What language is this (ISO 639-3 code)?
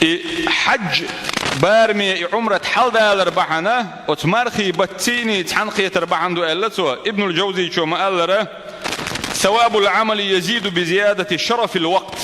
che